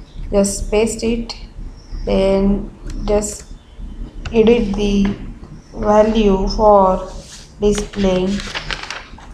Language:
English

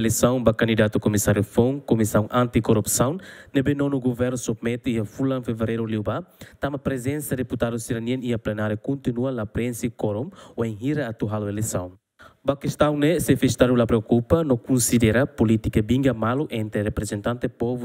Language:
Tetum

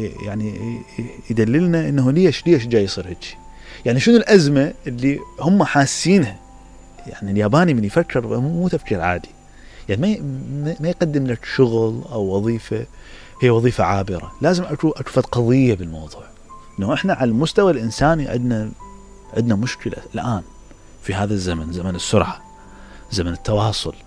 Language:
Mesopotamian Arabic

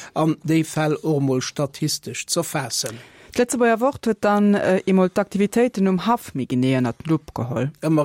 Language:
Luxembourgish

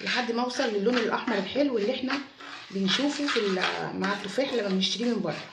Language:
Egyptian Arabic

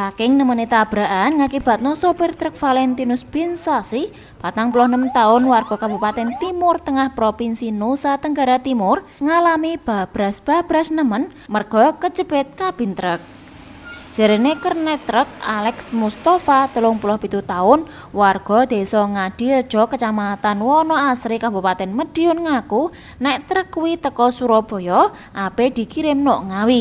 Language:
Javanese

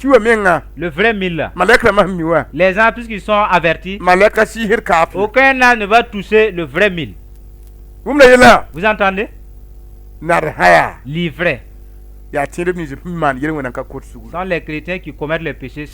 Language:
Mossi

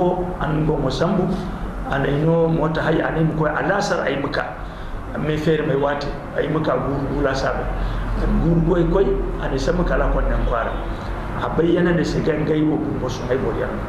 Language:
Zarma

